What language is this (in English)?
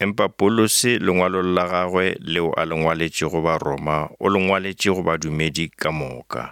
Northern Sotho